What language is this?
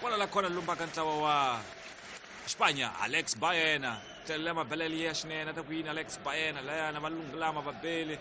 Tsonga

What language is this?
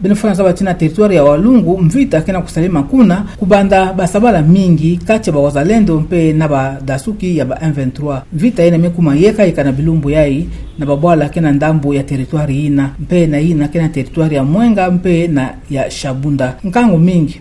Kituba (Democratic Republic of Congo)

